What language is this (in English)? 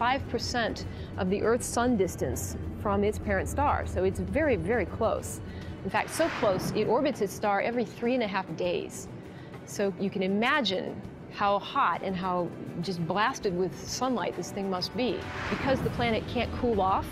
English